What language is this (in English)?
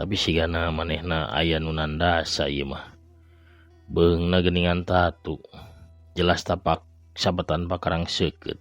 Sundanese